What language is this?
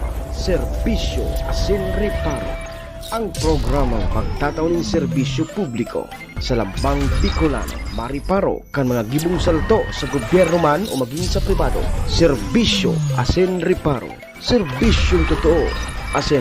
Bikol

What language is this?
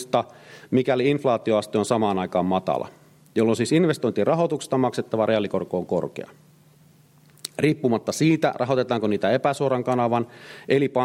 Finnish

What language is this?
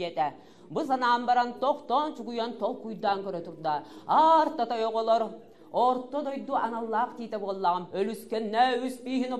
Yakut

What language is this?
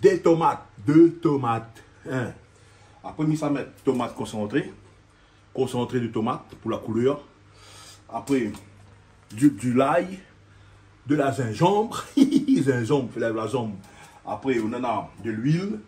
Réunion Creole French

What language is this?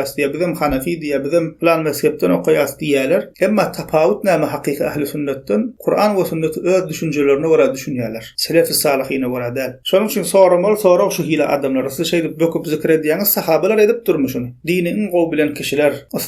Turkmen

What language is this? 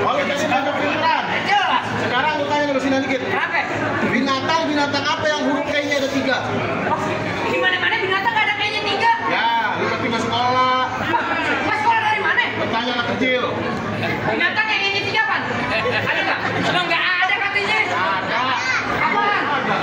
Betawi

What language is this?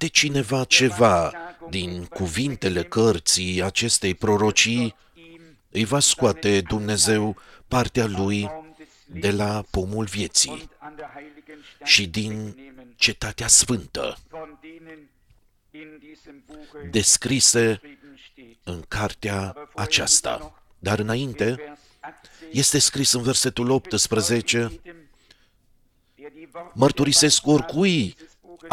Romanian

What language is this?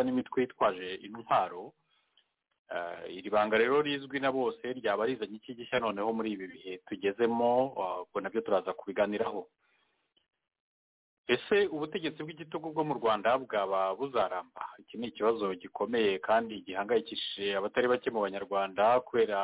Kinyarwanda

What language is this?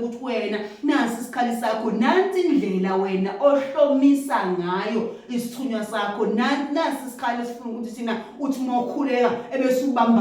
Zulu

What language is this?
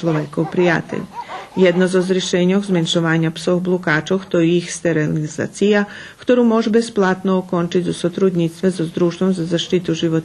Rusyn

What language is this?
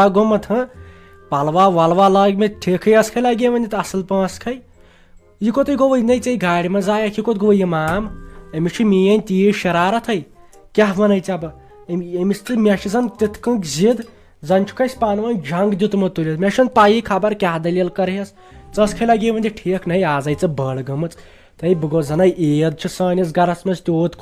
Kashmiri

